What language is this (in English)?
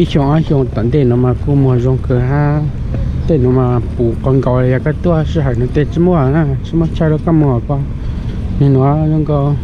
Hmong